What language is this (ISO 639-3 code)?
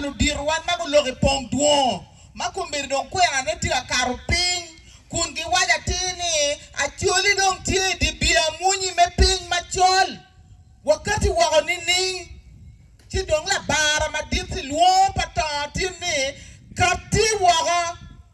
ach